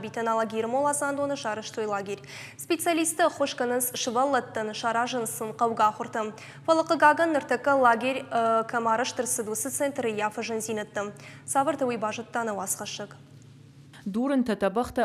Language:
Ossetic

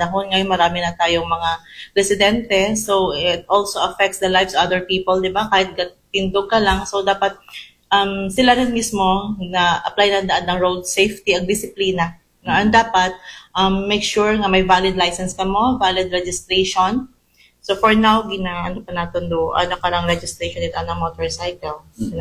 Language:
Aklanon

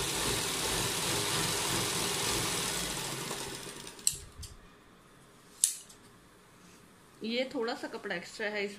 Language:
Hindi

